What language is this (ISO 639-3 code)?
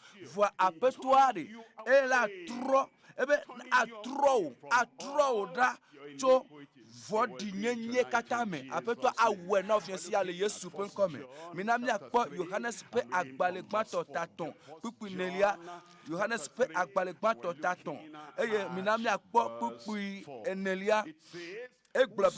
ewe